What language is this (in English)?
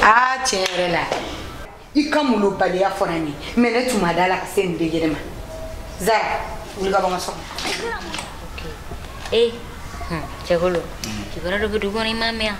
Bambara